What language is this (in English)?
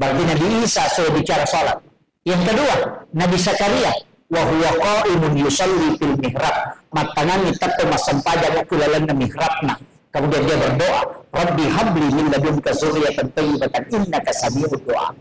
Buginese